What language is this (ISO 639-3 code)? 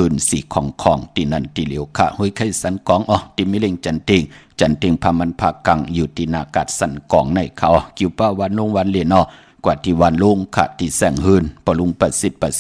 shn